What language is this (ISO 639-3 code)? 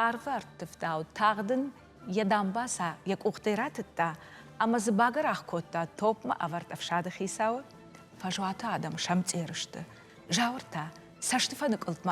oss